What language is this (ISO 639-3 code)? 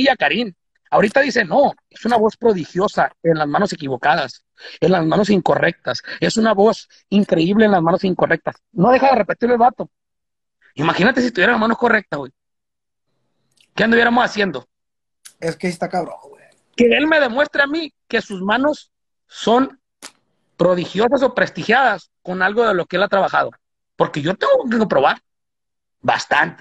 spa